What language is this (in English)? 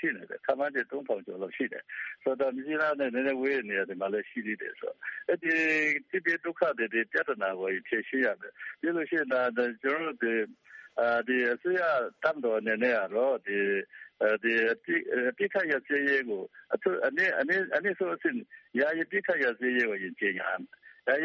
Burmese